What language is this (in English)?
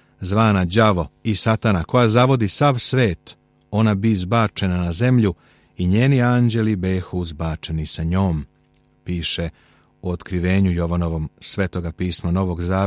Serbian